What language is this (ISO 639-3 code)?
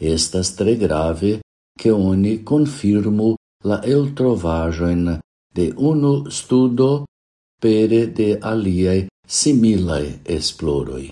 epo